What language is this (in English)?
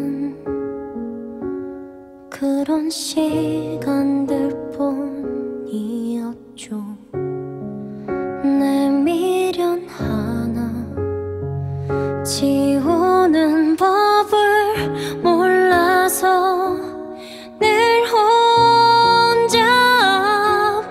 Korean